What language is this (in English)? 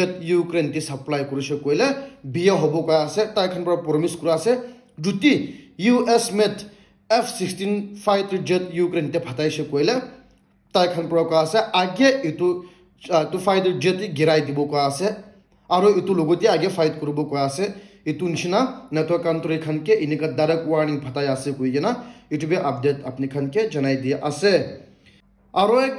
Naga Pidgin